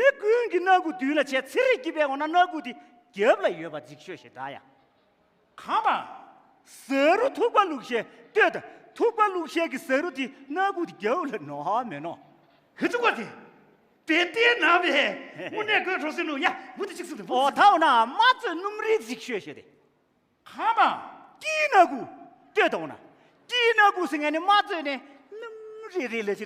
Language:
Tibetan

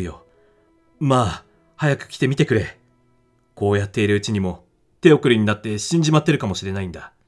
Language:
Japanese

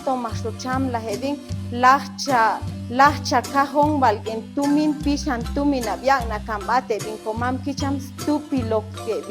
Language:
Chuj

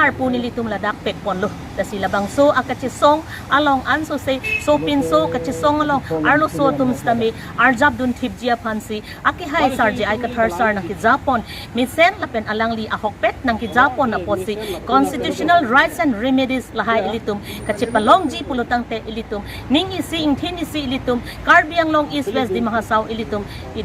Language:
Karbi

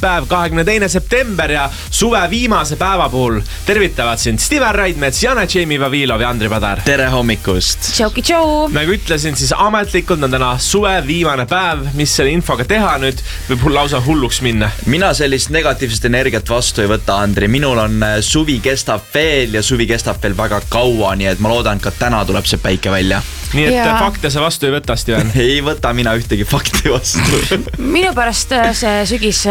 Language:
Estonian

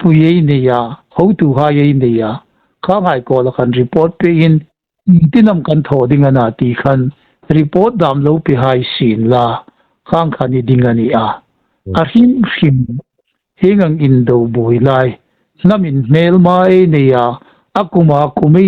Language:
Hmar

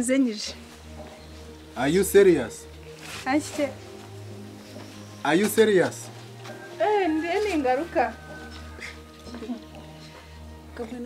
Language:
Kinyarwanda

